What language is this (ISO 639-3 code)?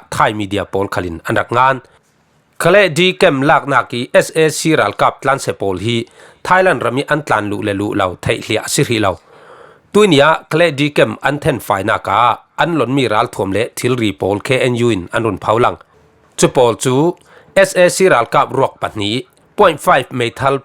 cfm